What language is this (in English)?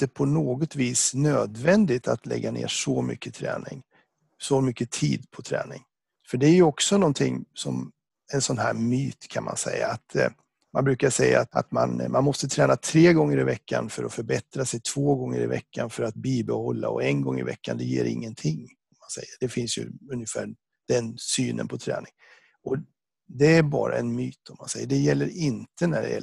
Swedish